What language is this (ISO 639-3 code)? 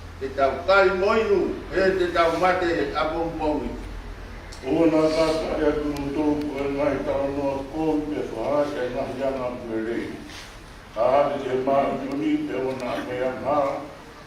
ton